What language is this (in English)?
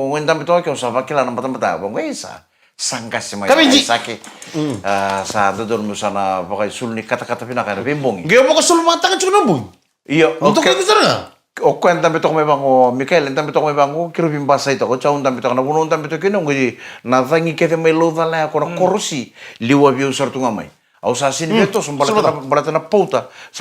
Fijian